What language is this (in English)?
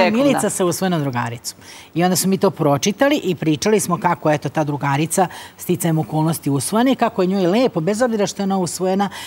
Serbian